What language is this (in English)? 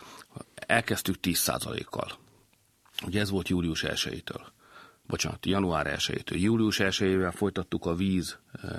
Hungarian